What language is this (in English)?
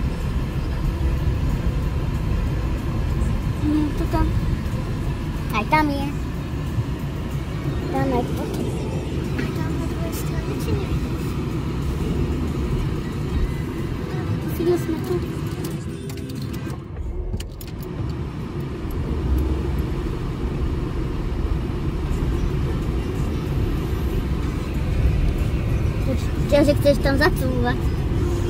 Slovak